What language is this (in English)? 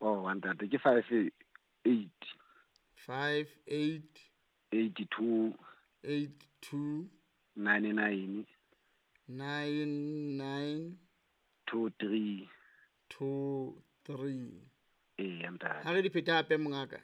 Southern Sotho